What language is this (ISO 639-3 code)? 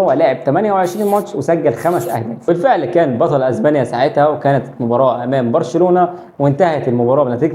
arz